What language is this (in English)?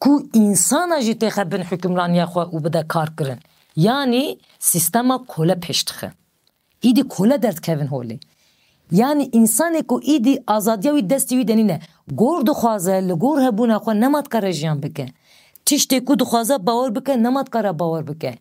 Kurdish